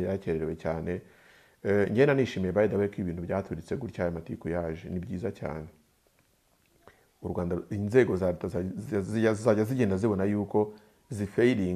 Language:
Kinyarwanda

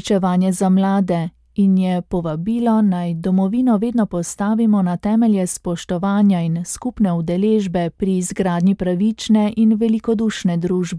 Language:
Slovenian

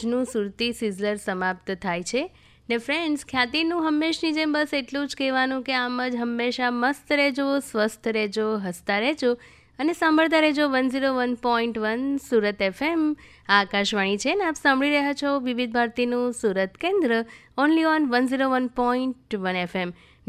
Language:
Gujarati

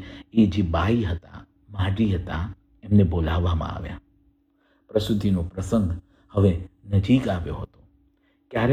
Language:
Gujarati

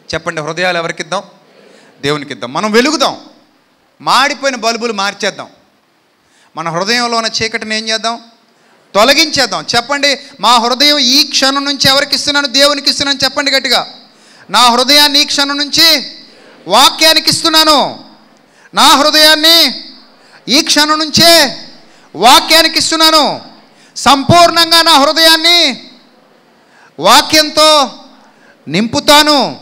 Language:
Telugu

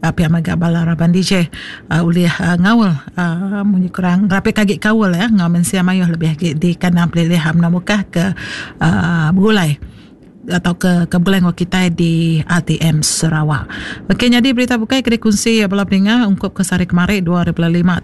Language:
Iban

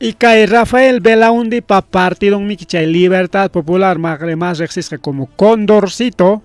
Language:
Ayacucho Quechua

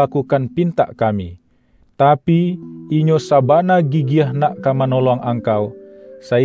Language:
Minangkabau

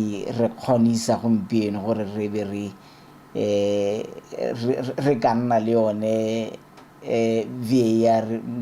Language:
Tswana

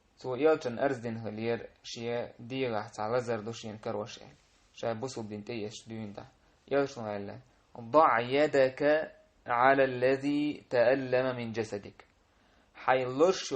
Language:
Chechen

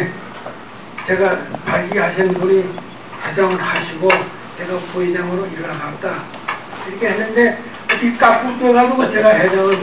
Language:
Korean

